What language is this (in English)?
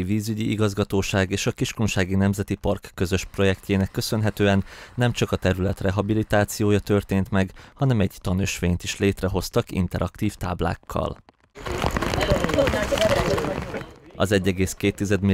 Hungarian